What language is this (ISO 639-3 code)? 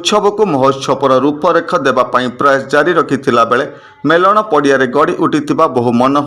ori